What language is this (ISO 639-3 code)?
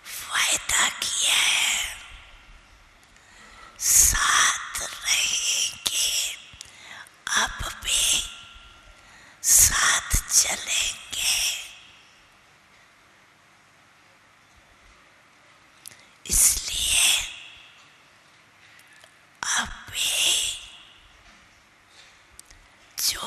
hin